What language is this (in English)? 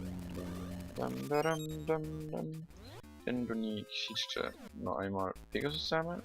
Swiss German